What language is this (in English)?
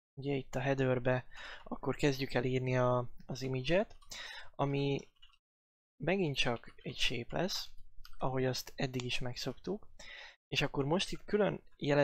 Hungarian